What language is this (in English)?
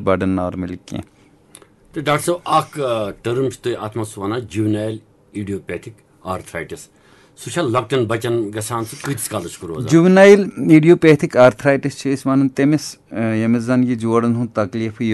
Kashmiri